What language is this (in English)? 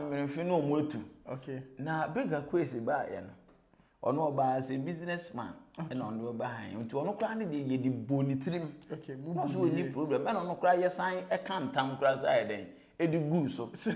Akan